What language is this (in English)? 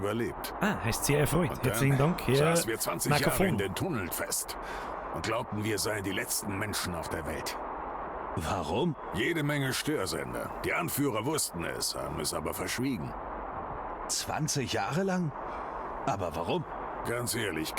Bavarian